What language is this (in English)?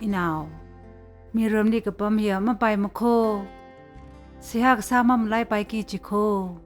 Tangkhul Naga (India)